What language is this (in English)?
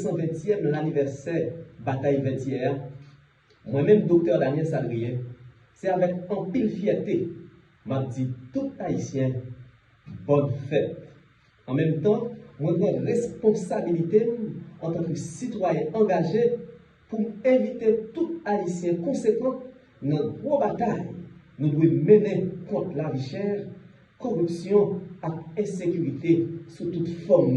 Haitian Creole